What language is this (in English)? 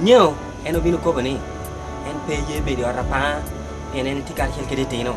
Lango (Uganda)